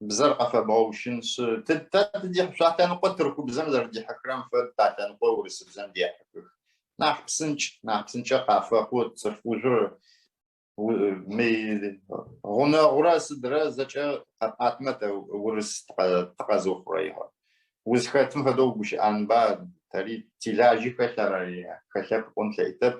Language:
Adyghe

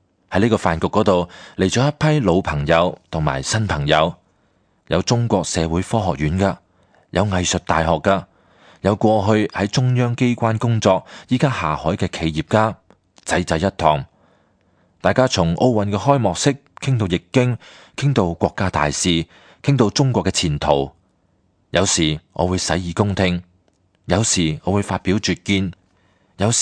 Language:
Cantonese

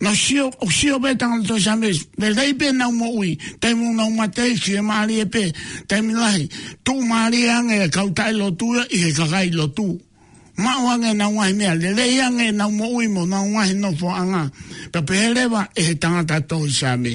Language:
Tongan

